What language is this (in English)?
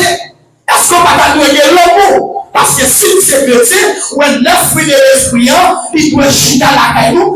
Haitian Creole